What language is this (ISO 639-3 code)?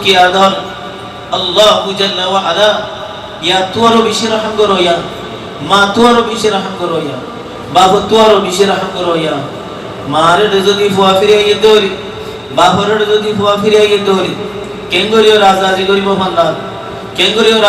rhg